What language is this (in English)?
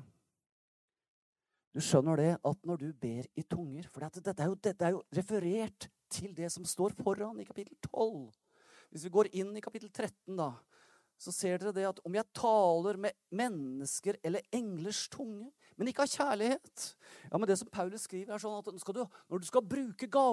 Norwegian